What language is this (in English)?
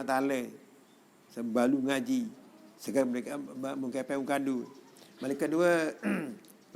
Sasak